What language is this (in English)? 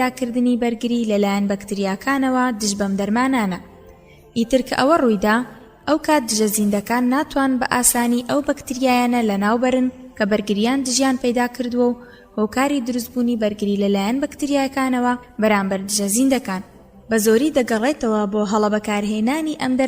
Central Kurdish